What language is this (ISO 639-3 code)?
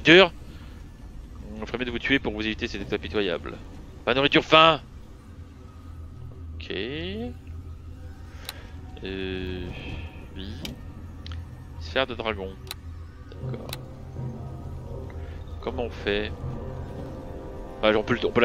fra